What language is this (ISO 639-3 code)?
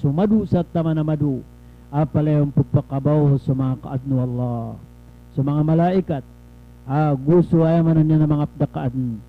mrw